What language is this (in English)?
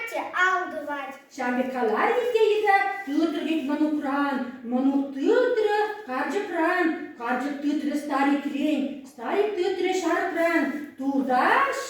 Chuvash